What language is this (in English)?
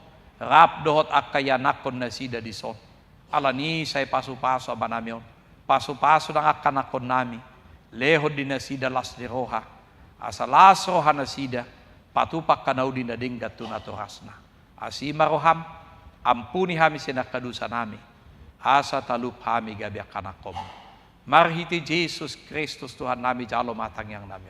Batak Toba